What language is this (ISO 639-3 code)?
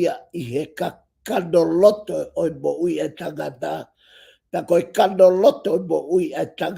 ton